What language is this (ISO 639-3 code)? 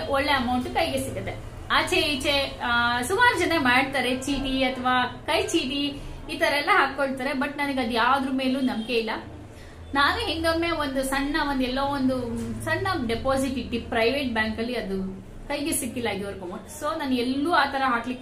kan